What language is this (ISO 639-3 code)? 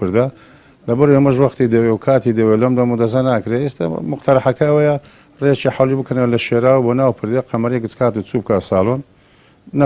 ckb